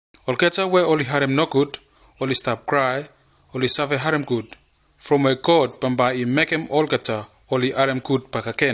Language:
Bislama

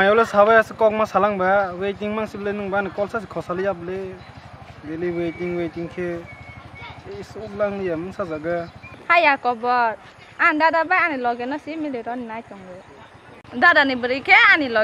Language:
Kok Borok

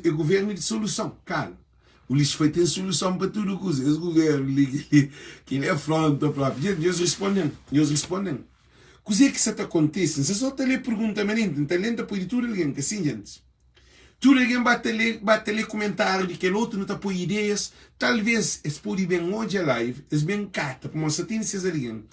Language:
Kabuverdianu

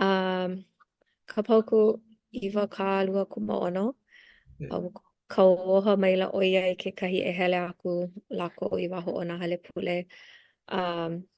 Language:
Hawaiian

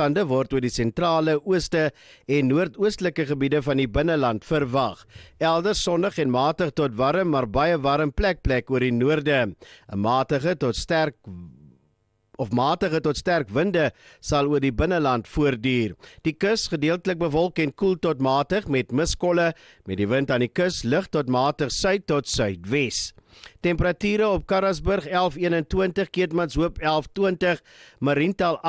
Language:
Afrikaans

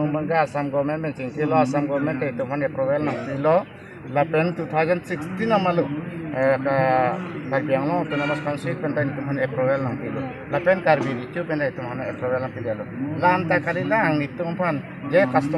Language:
Karbi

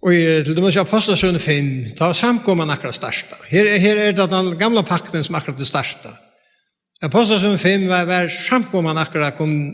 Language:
Faroese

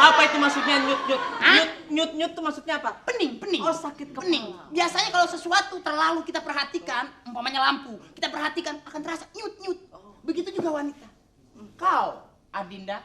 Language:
Betawi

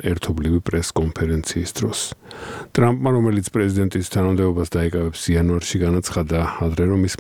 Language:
Georgian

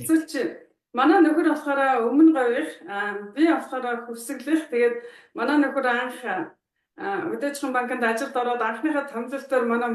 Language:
Mongolian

